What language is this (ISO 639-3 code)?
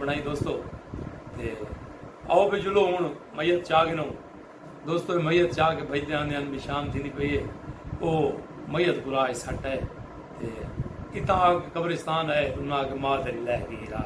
skr